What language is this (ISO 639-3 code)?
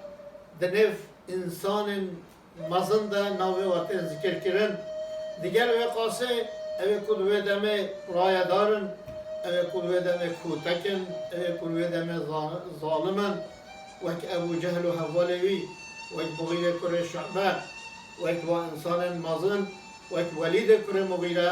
kur